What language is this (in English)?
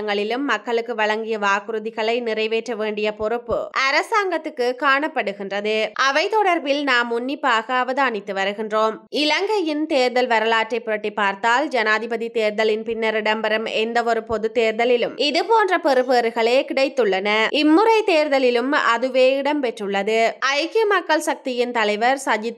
Tamil